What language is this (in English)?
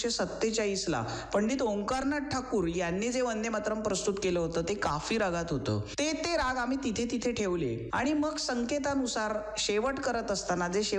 Marathi